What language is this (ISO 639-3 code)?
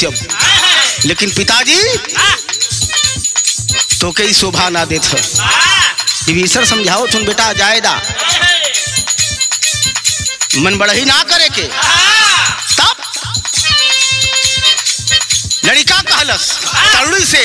bho